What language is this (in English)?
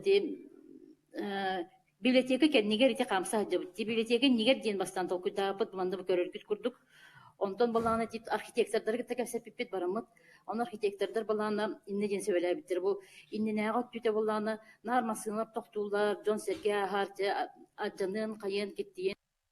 Yakut